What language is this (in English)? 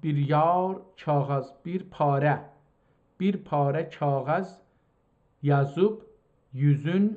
South Azerbaijani